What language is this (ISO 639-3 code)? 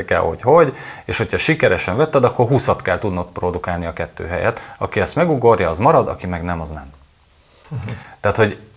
hun